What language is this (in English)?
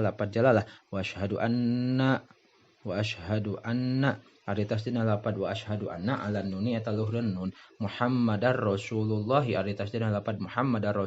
Sundanese